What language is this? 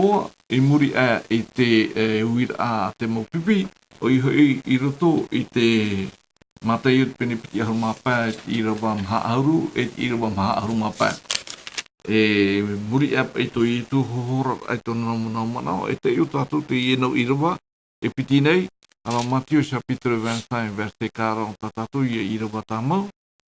Tahitian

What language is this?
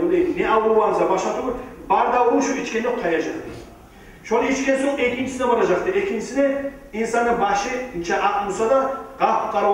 Kumyk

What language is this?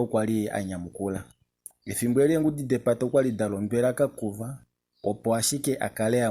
Kuanyama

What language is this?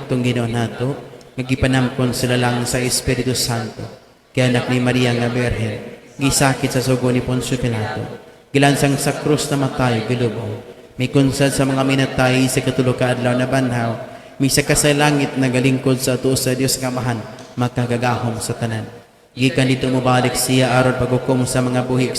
Cebuano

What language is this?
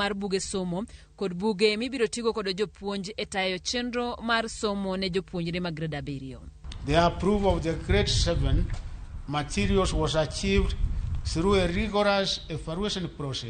Luo (Kenya and Tanzania)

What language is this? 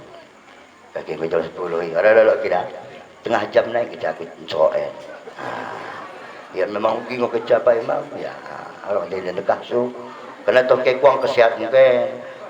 Batak Dairi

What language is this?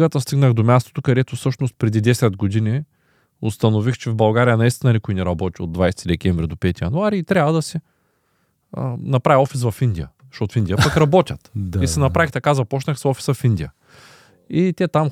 Bulgarian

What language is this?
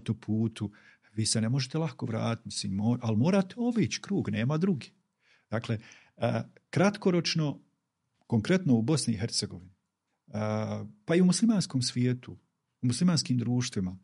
Bosnian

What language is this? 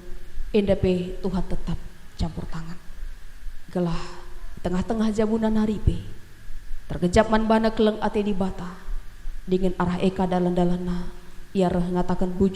Batak Karo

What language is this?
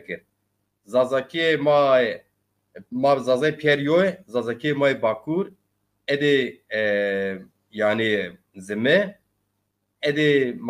Zaza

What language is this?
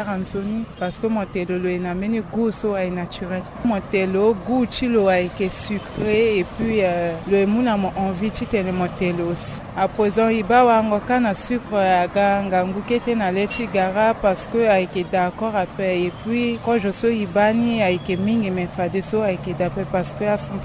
Sango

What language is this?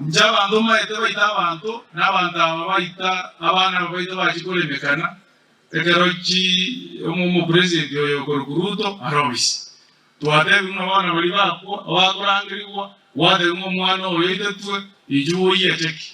Gusii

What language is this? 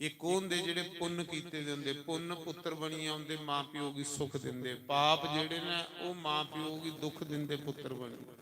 Dogri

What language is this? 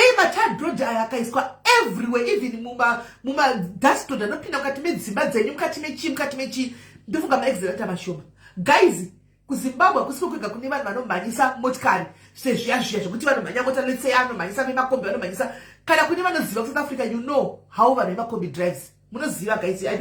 Shona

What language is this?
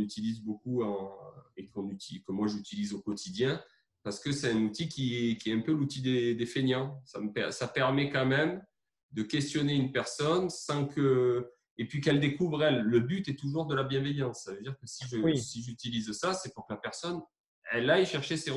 French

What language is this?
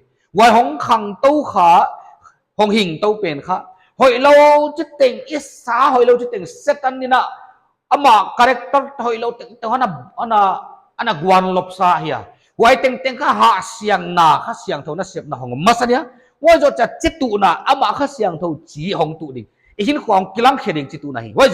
Paite Chin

